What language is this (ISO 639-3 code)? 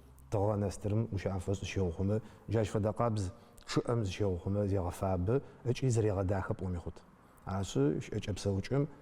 ady